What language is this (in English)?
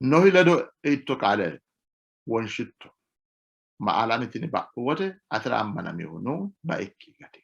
Sidamo